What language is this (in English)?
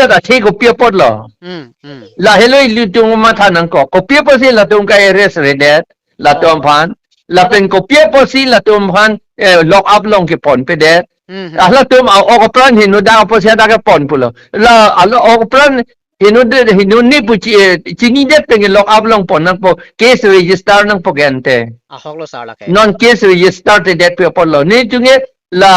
Karbi